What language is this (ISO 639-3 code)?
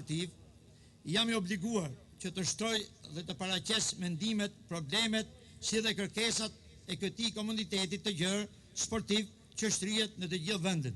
sqi